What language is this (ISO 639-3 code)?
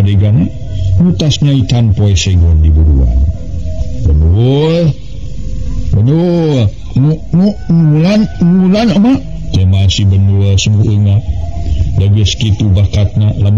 sun